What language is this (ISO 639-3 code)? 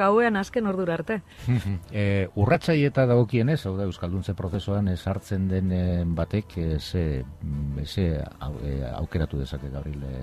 eus